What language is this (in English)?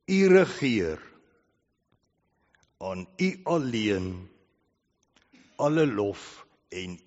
Afrikaans